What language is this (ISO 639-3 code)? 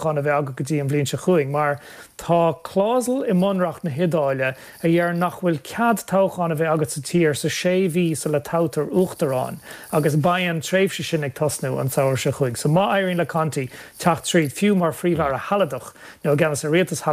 gle